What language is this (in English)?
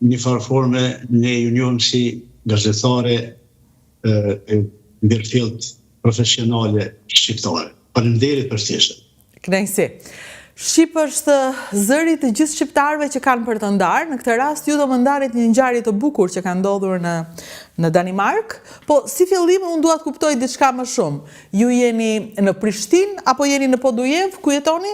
Albanian